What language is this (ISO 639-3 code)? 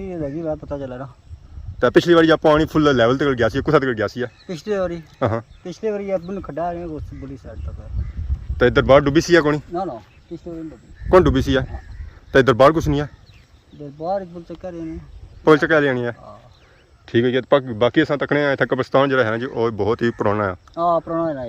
phr